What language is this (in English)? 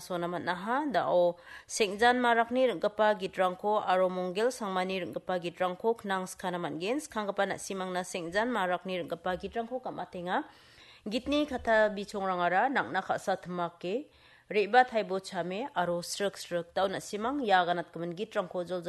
Garo